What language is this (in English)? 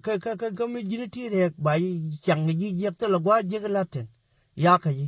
Nuer